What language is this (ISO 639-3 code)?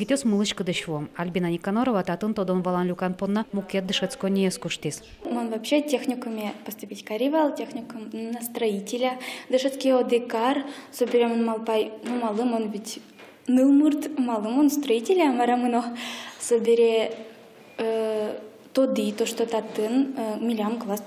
udm